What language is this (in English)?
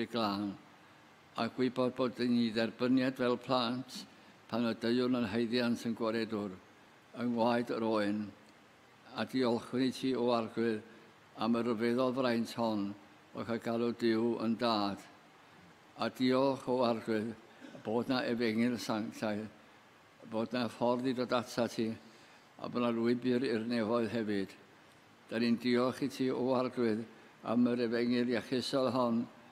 Welsh